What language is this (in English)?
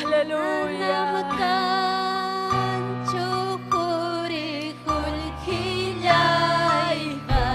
Ayacucho Quechua